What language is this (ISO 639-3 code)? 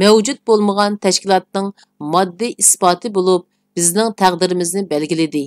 uig